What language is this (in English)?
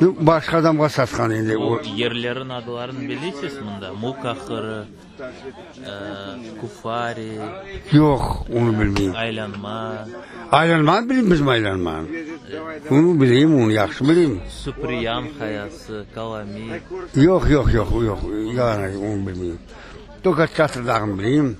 Crimean Tatar